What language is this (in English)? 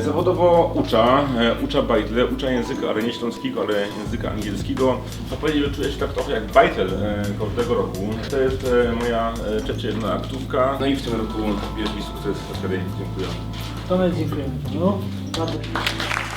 Silesian